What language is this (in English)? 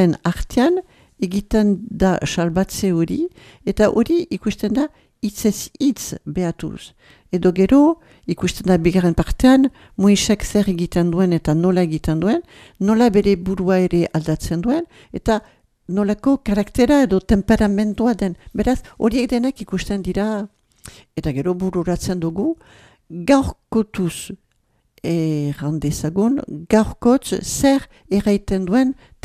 Basque